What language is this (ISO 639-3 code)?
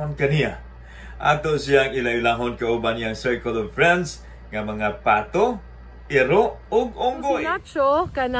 ceb